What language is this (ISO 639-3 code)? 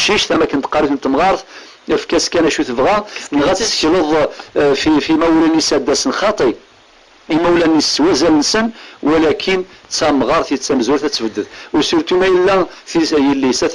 kab